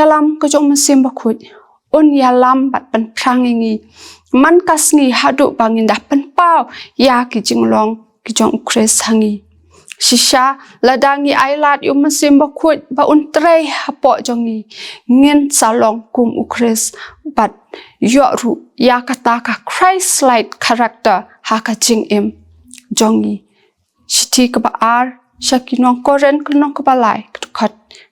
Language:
Khasi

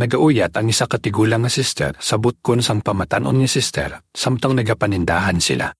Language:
Hiligaynon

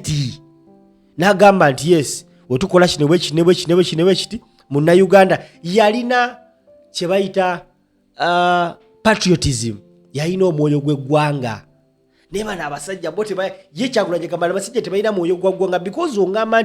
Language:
Ganda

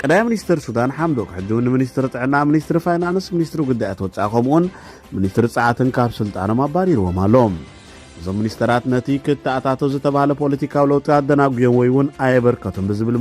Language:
Tigrinya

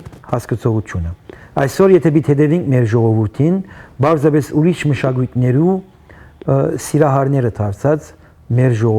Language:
Western Armenian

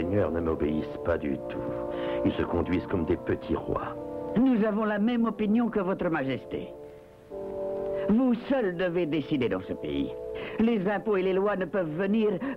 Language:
French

